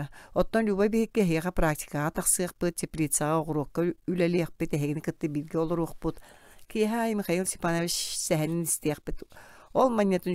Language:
Yakut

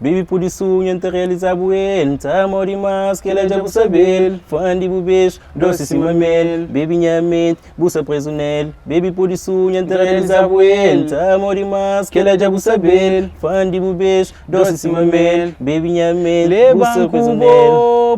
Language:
Kabuverdianu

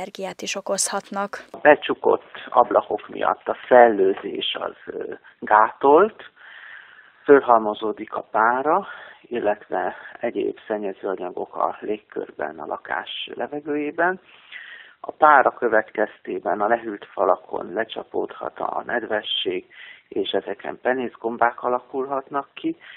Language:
Hungarian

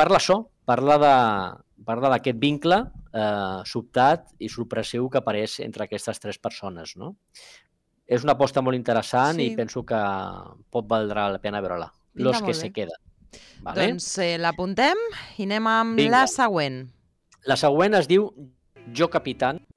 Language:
Catalan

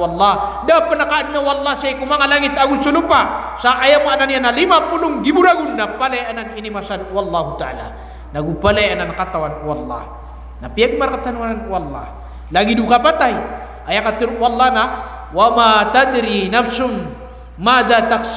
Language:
Maranao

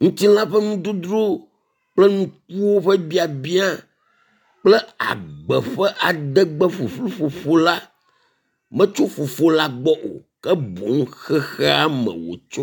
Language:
Ewe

